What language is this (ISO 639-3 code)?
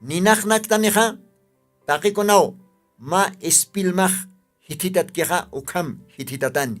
aym